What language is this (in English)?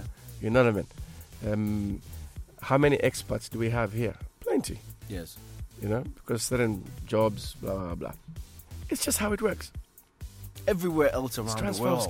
English